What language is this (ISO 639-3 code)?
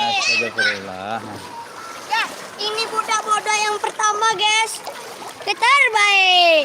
bjn